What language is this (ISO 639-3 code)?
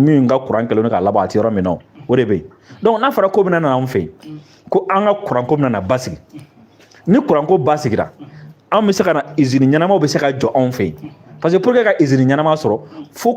bam